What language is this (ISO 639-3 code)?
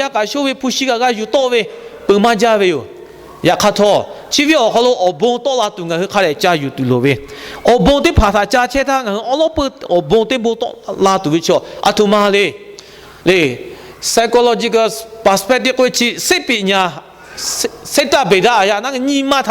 lhu